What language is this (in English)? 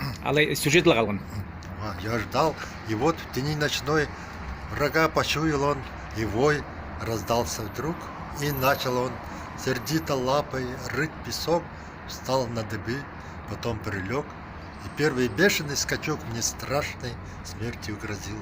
Khakas